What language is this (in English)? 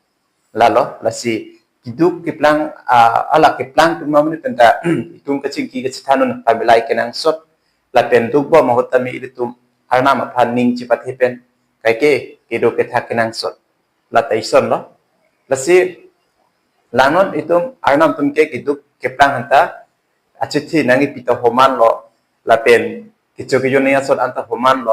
Karbi